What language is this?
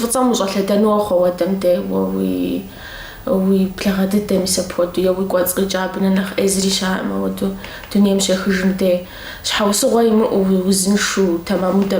Kabardian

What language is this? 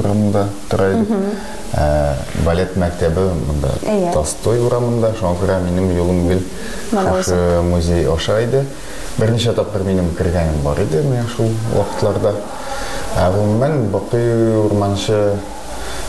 Tatar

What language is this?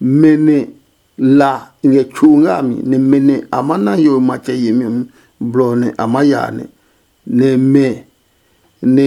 Adangme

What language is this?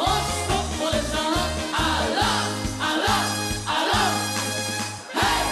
Limburgish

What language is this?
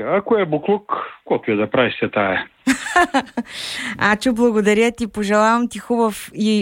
Bulgarian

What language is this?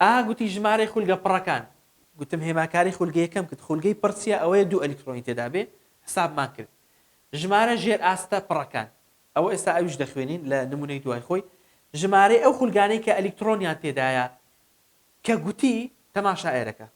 Central Kurdish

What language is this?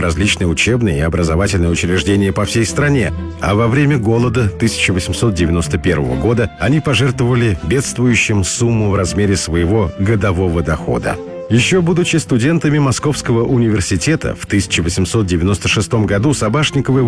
Russian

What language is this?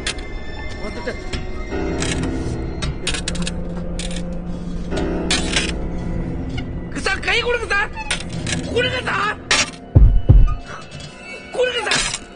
Tamil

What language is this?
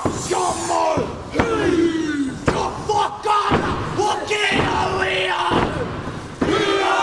Māori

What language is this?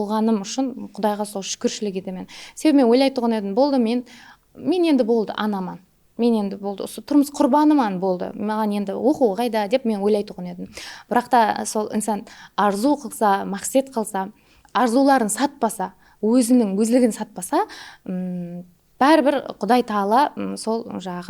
Kara-Kalpak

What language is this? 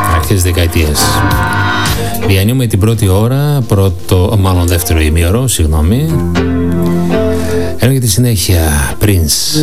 Greek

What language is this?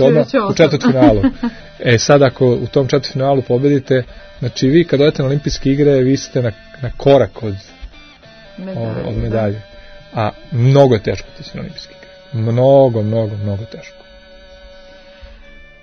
Serbian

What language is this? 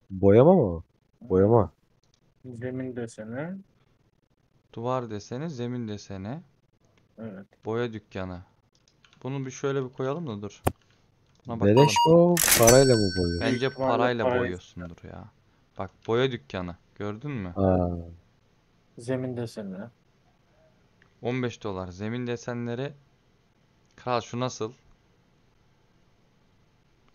Turkish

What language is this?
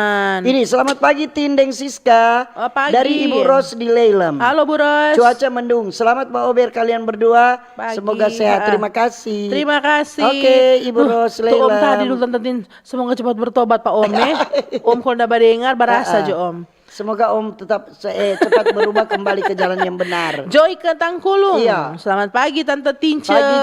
Manado Malay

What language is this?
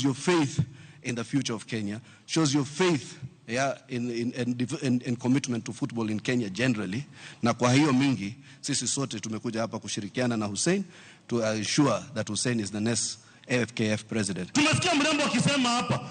Luo (Kenya and Tanzania)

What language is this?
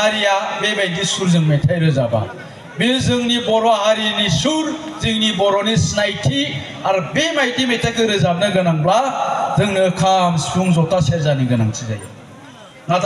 Bodo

